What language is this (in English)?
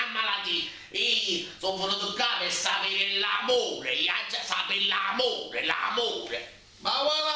Neapolitan